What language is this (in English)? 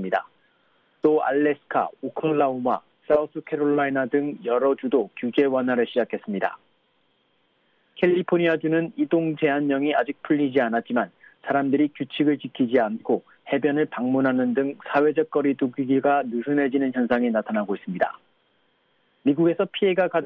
Korean